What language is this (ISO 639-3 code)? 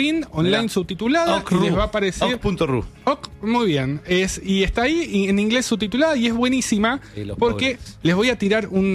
spa